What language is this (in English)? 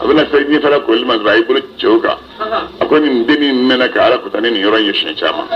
Bambara